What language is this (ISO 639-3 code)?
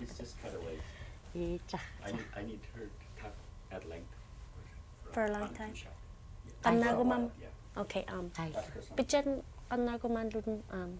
esu